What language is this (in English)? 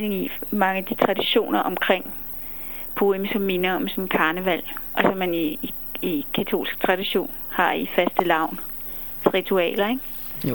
Danish